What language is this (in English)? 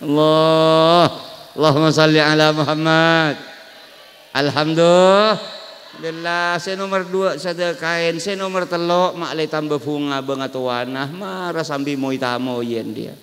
Madurese